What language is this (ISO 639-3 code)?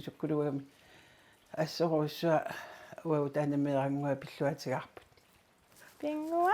kal